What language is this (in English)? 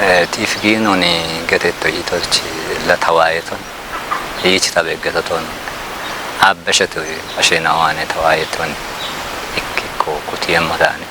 Kafa